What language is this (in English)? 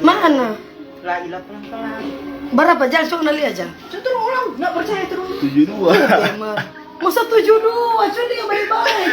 Manado Malay